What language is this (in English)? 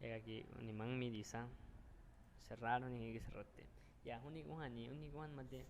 Aguaruna